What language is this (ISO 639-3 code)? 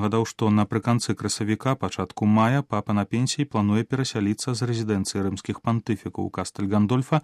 bel